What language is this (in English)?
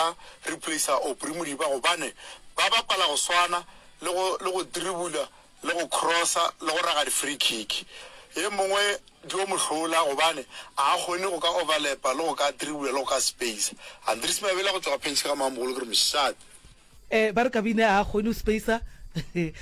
Northern Sotho